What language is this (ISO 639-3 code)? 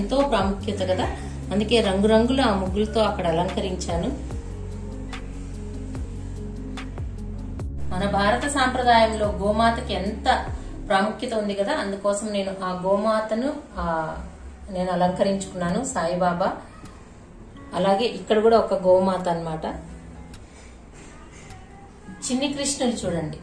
tel